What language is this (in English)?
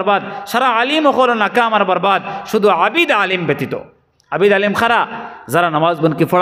Sylheti